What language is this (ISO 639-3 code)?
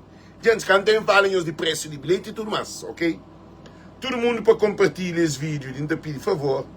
kea